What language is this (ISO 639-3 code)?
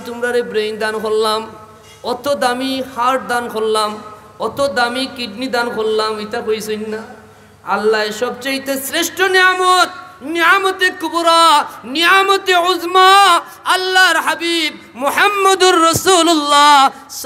syl